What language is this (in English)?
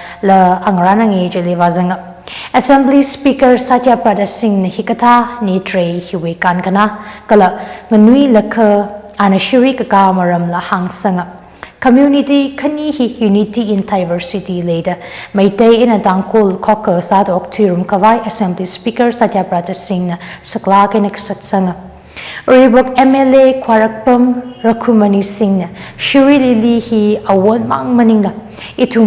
Tangkhul Naga (India)